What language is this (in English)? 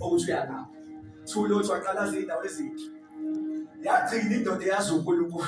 Zulu